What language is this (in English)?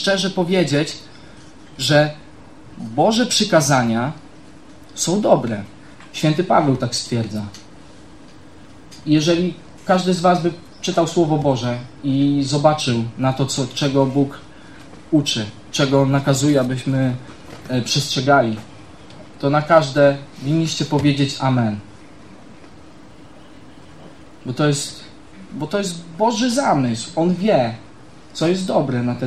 Polish